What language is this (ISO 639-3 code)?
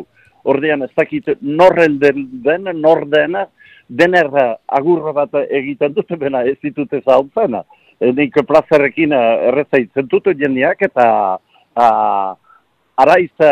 eus